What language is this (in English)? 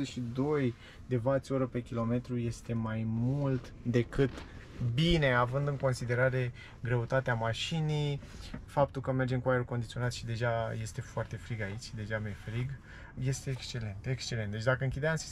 Romanian